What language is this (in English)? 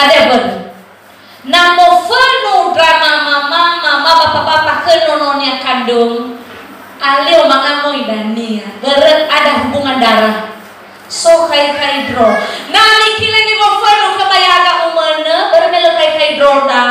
Nias